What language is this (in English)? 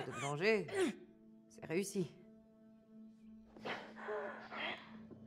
French